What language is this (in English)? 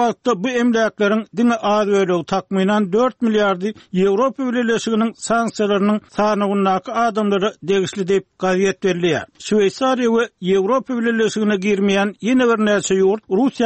Turkmen